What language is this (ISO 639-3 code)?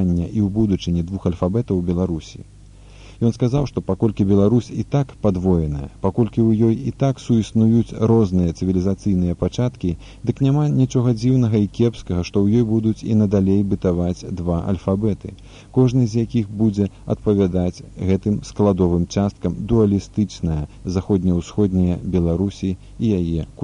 bel